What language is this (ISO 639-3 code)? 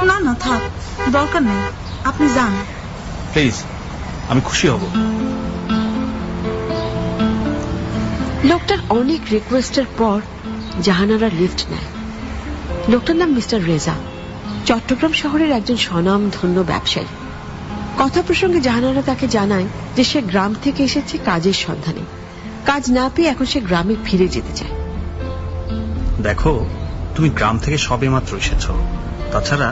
ben